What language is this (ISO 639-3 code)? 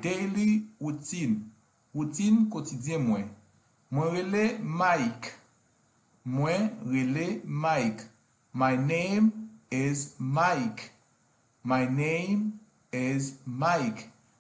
hat